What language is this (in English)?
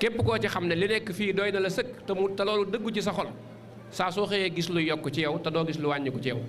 Wolof